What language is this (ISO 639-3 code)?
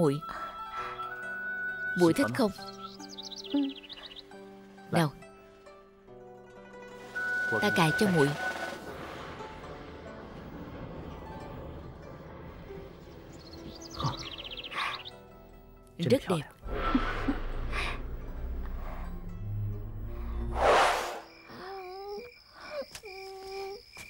vie